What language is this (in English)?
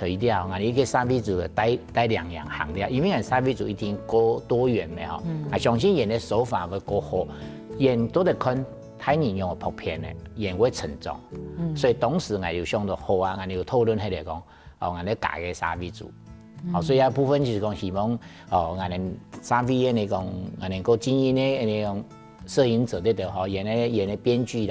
Hakka Chinese